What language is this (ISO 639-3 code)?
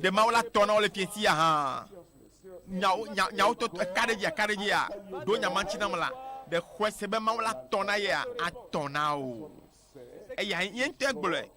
ewe